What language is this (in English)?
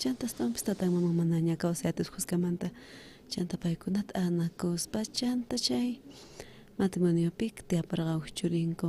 South Bolivian Quechua